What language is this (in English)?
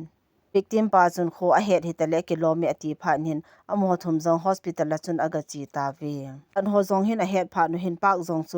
Thado Chin